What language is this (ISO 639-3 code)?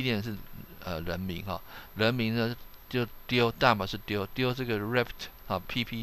zho